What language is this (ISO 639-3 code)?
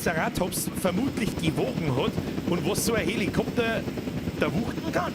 bar